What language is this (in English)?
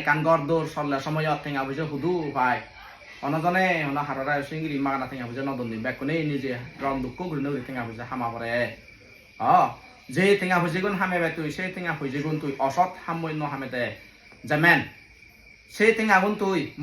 Chakma